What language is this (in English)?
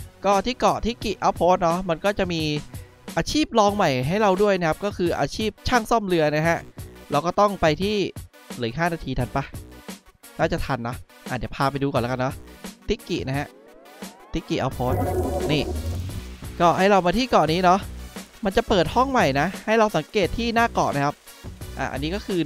Thai